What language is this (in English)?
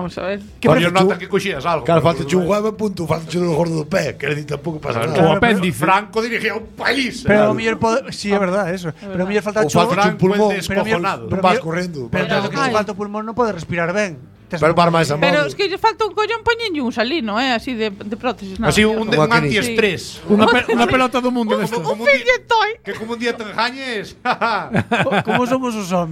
Galician